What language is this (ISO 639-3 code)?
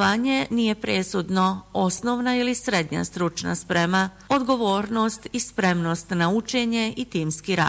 bos